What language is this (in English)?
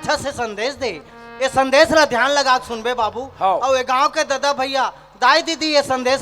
Chhattisgarhi